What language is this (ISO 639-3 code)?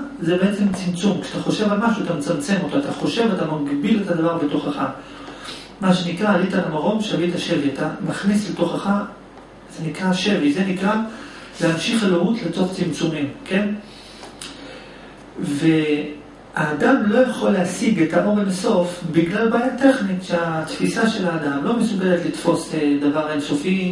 heb